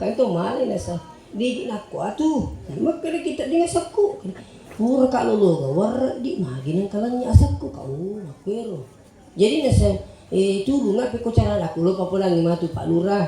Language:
Buginese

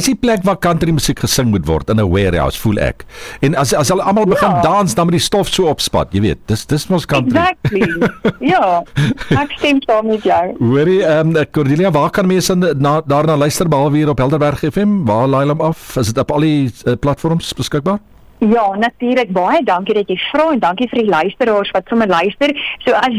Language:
Afrikaans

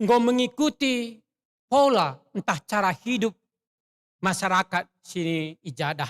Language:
Batak Karo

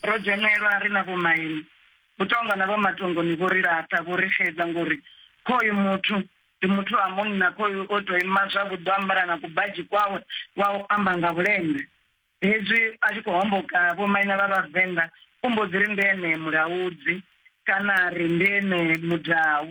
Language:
Venda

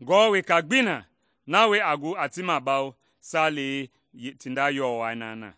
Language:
Mende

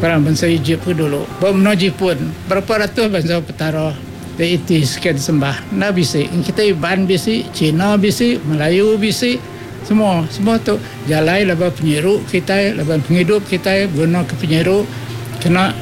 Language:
Iban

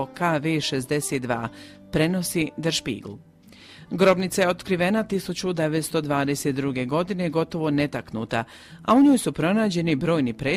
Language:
Croatian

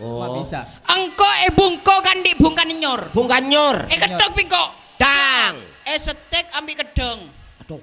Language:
Madurese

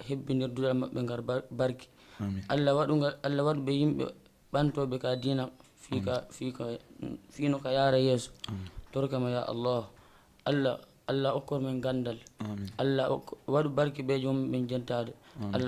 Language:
Fula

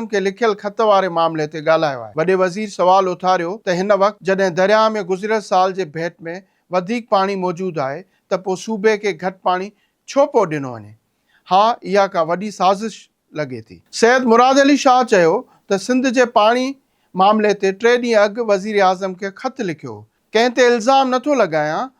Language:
Sindhi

